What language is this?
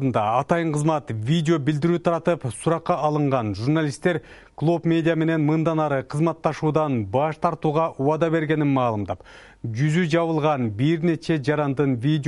Kyrgyz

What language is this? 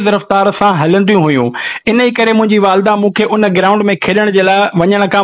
Sindhi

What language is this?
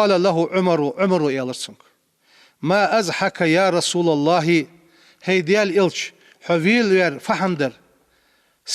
Ingush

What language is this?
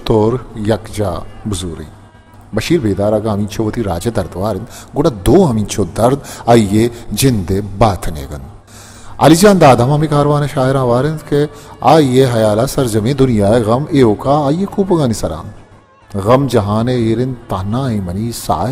Baluchi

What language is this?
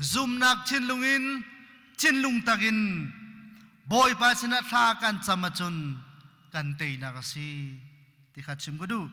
Hakha Chin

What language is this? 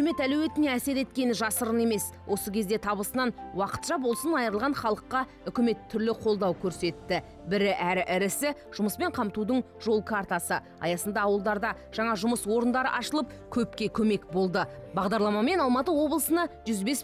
Kazakh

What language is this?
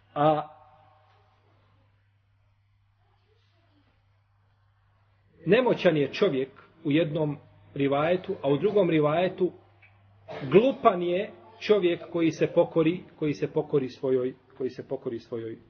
Bosnian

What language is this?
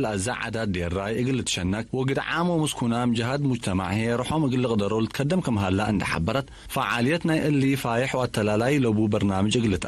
Tigre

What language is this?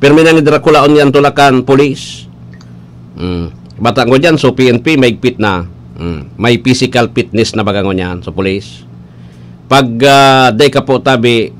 Bikol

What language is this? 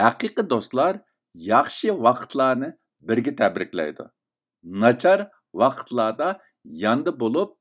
Uyghur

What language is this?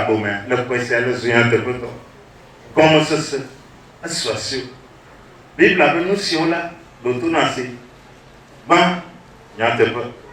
Ewe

